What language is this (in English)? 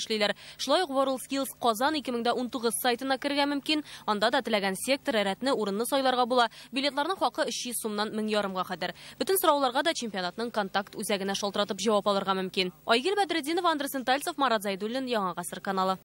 Tatar